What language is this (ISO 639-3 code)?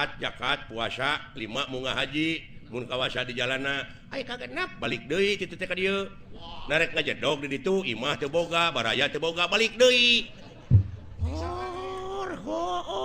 sun